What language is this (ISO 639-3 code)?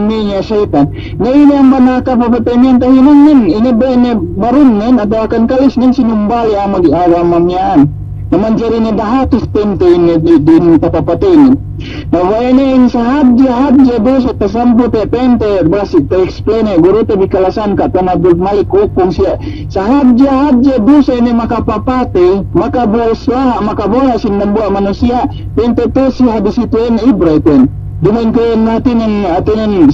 yka